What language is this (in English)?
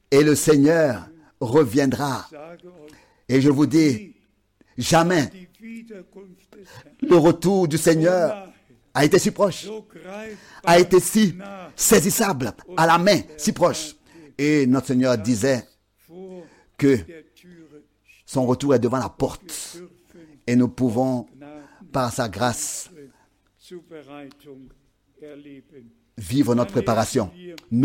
French